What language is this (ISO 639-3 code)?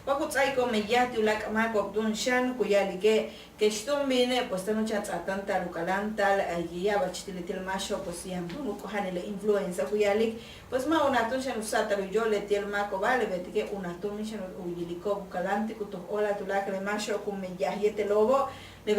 yua